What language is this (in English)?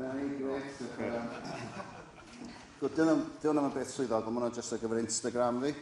Welsh